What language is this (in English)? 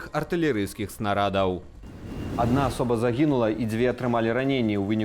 Belarusian